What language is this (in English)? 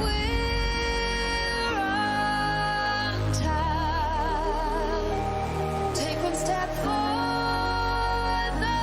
Kara-Kalpak